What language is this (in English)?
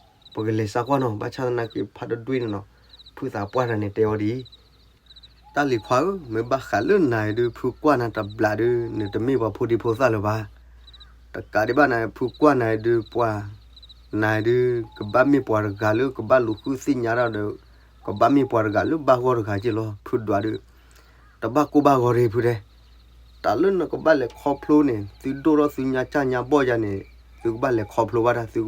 S'gaw Karen